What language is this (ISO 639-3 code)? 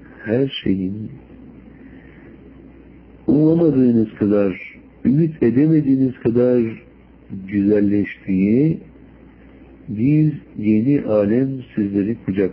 tur